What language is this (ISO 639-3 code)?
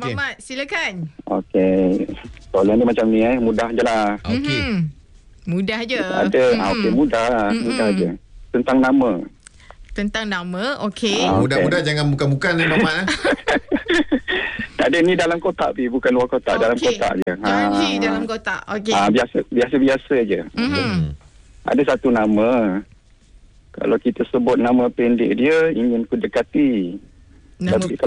msa